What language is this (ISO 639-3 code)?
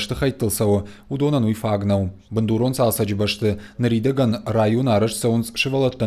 oss